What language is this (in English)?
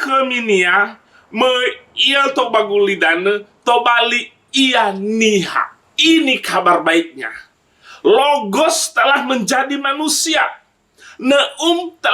Nias